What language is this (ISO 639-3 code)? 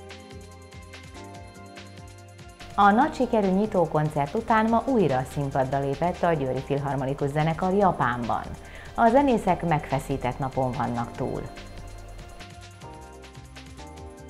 hun